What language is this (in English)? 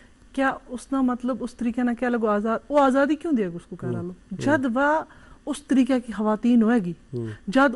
Gujari